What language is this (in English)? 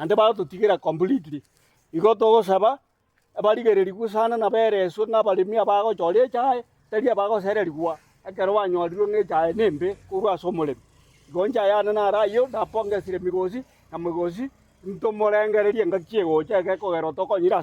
Gusii